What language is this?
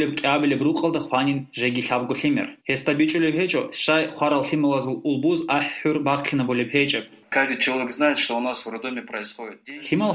Avaric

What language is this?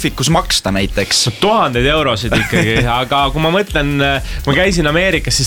Estonian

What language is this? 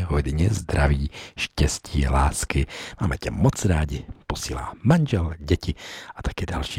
Czech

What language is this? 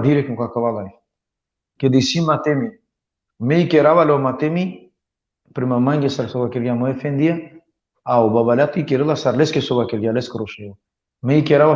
Balkan Romani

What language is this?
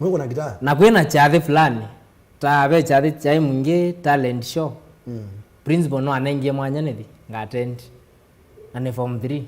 Kamba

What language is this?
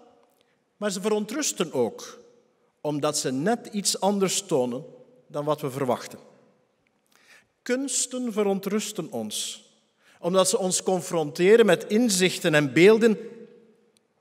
Dutch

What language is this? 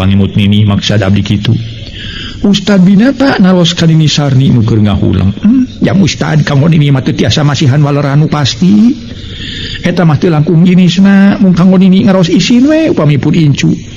Sundanese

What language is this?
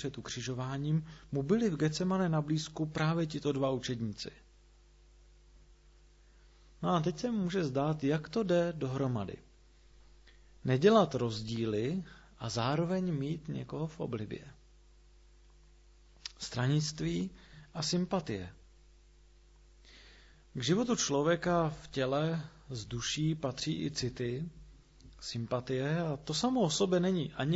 Czech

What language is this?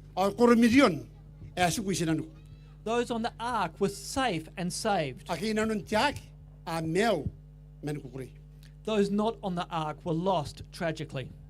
Gilbertese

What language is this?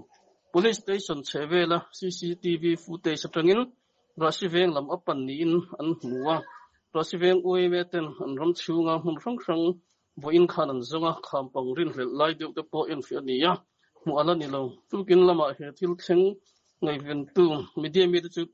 Mizo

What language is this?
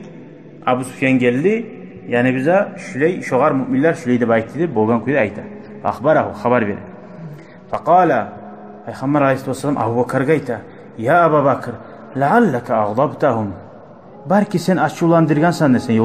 Kumyk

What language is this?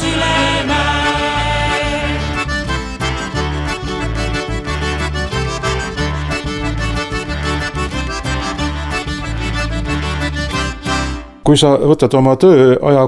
Estonian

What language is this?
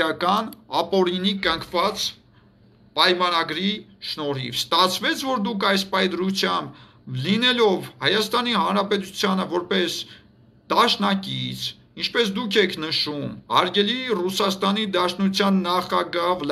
Armenian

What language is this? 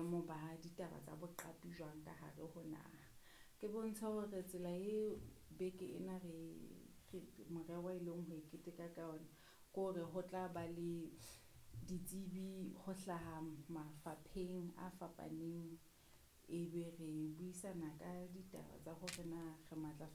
Southern Sotho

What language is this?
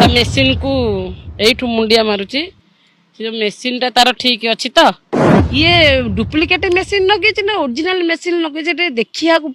Odia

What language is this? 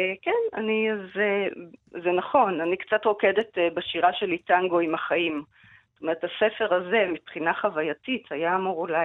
Hebrew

